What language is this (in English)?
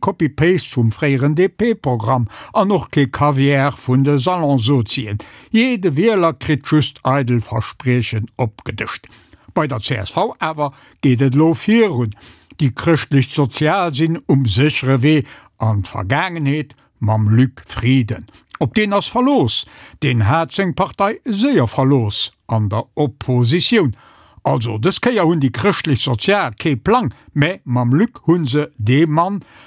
Luxembourgish